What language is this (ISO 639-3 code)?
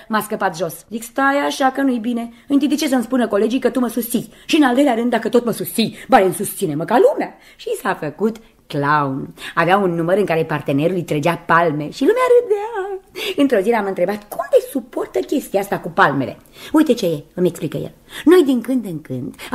ron